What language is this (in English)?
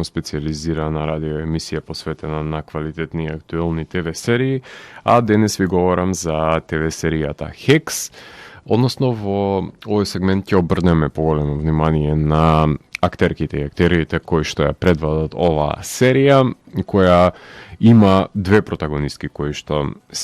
Macedonian